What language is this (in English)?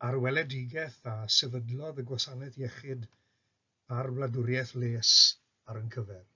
Welsh